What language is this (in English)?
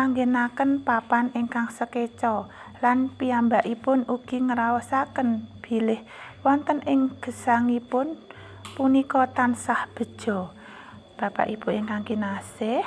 Javanese